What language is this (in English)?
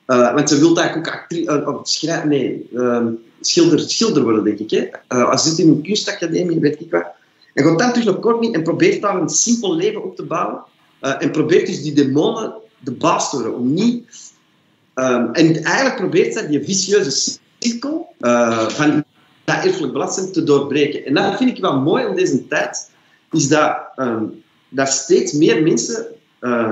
Dutch